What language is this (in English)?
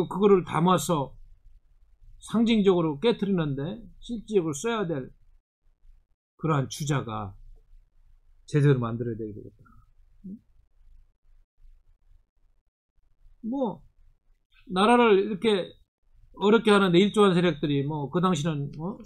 Korean